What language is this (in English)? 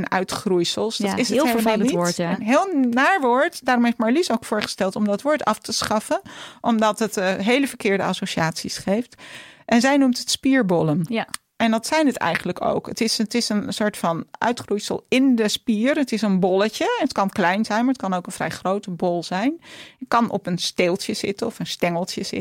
Dutch